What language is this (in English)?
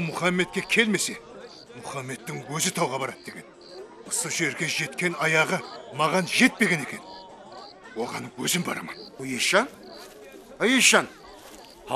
Kara-Kalpak